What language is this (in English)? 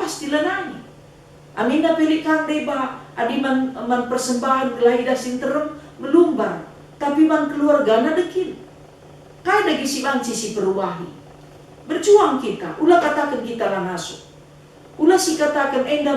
Batak Karo